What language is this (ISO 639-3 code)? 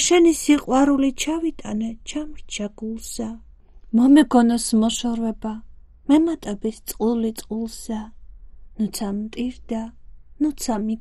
kat